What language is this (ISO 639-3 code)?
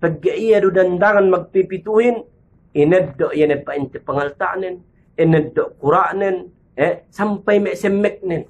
yka